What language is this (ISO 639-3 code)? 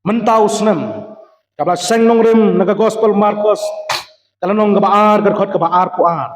kha